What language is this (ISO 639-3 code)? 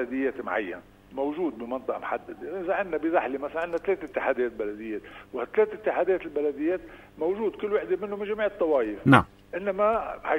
apc